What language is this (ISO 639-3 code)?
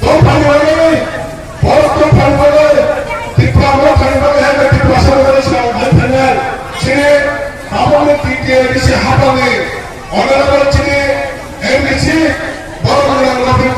trp